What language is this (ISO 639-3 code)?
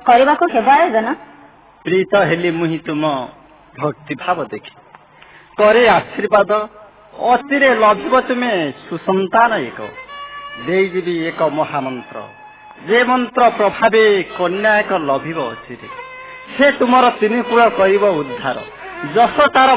ori